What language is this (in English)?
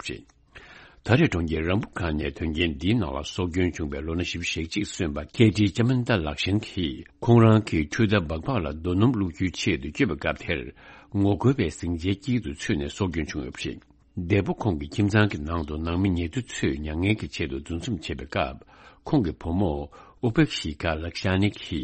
Tibetan